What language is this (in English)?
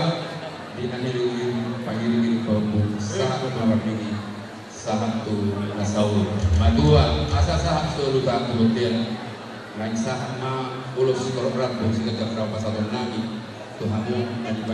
Batak Toba